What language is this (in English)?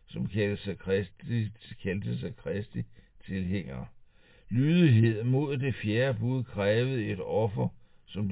Danish